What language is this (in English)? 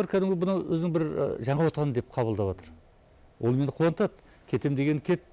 Kazakh